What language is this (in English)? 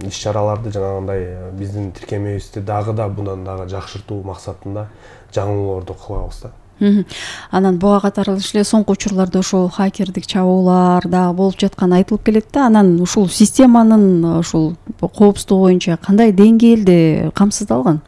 Kyrgyz